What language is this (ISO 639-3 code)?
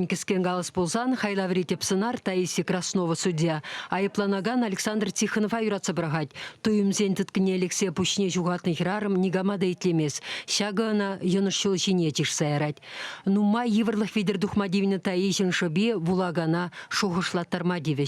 chv